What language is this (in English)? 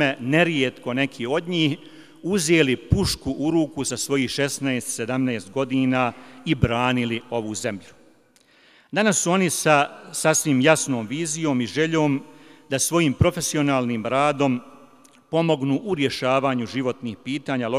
Bosnian